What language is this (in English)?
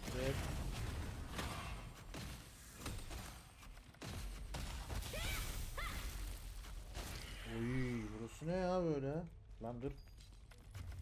Turkish